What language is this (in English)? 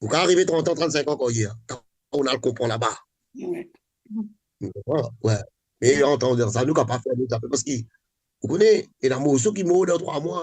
Morisyen